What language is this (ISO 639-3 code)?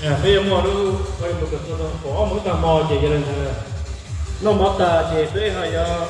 hmn